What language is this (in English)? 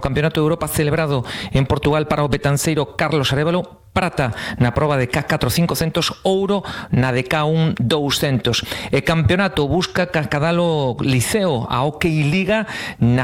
Galician